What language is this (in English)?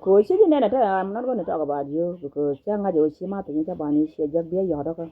Nuer